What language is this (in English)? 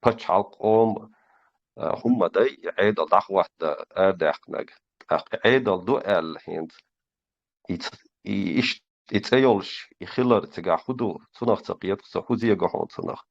Chechen